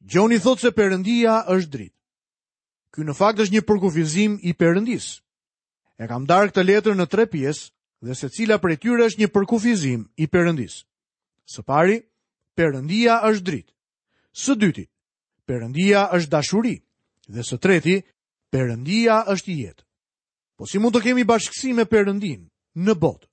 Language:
Albanian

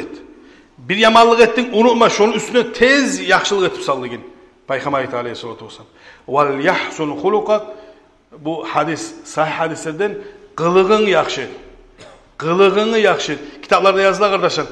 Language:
Kumyk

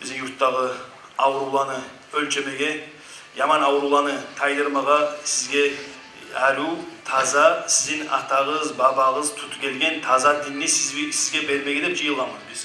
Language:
Kumyk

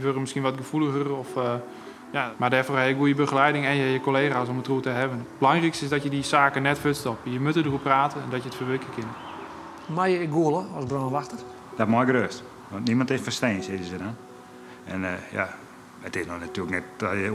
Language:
Western Frisian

